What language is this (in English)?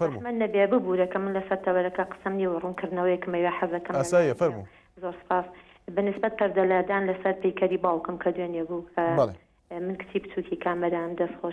Central Kurdish